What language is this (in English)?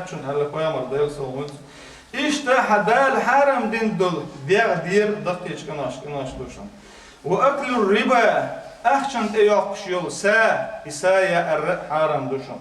Chechen